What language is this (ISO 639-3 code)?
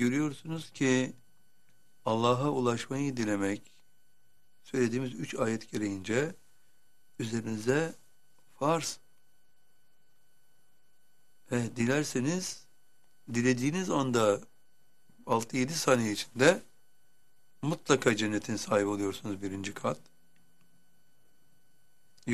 tur